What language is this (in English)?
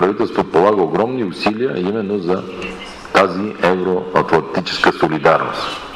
Bulgarian